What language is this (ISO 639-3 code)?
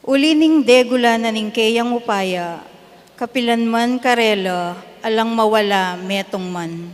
pam